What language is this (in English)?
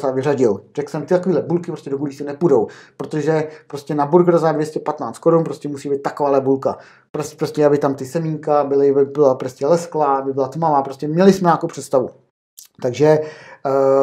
Czech